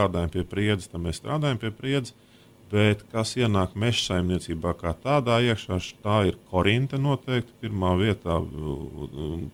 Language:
Latvian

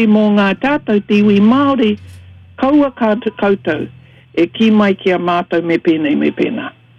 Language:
Māori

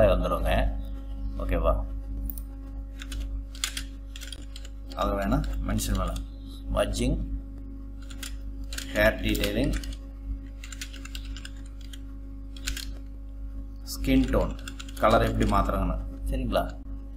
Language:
Tamil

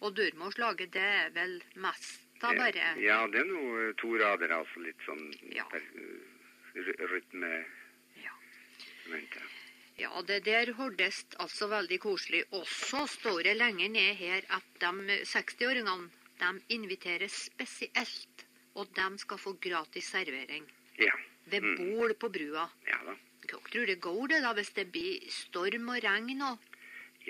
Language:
Norwegian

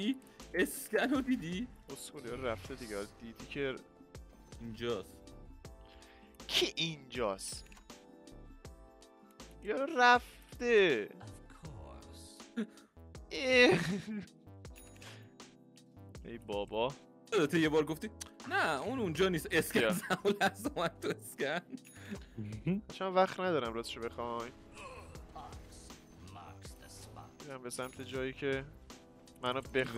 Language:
Persian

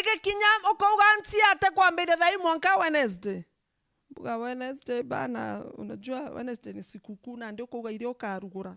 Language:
Meru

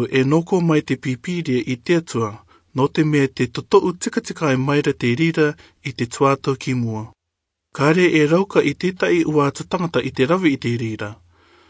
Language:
Rarotongan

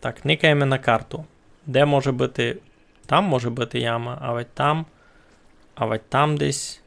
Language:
Rusyn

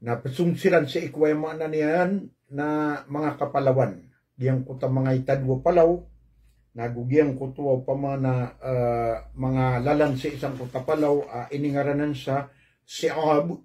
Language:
Maranao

